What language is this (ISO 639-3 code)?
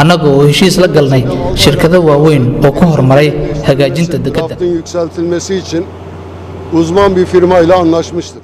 som